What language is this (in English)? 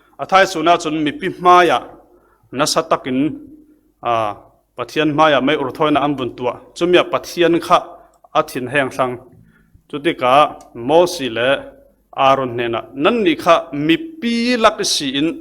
Falam Chin